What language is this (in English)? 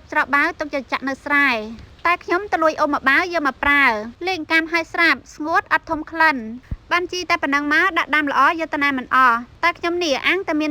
Khmer